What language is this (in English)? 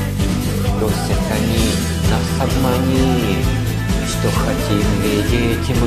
Russian